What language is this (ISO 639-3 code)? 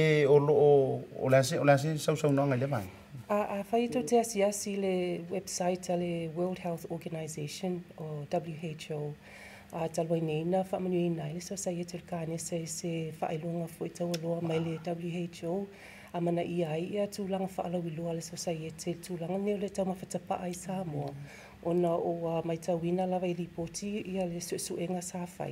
smo